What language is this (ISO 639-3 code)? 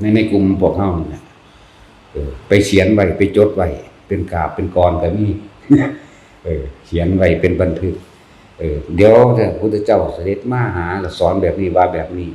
lao